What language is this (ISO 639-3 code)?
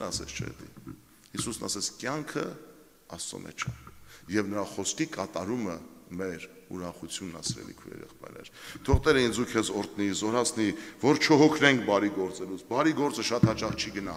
hye